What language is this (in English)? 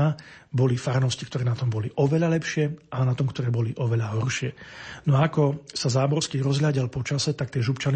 Slovak